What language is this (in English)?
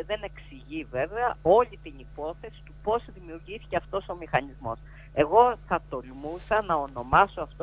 Greek